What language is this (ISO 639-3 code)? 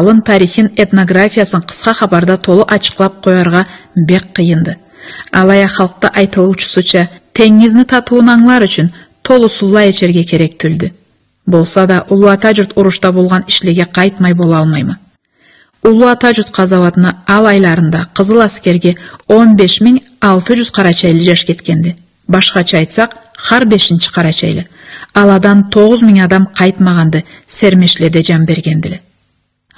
krc